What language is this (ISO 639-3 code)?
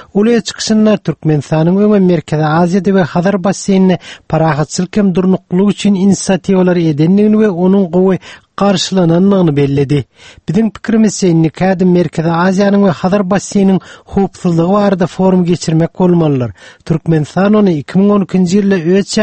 tuk